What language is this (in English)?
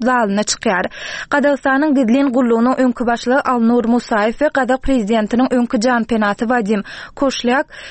Turkmen